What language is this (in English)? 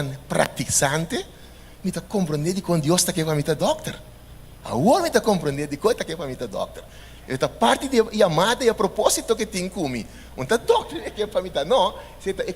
Papiamento